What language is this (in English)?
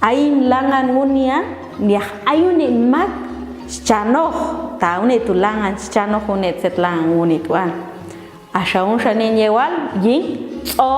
Popti'